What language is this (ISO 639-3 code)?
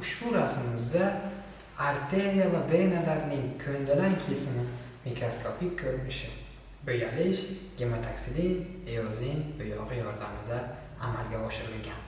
uzb